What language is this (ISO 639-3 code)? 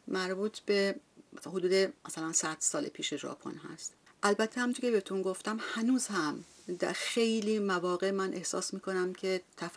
fas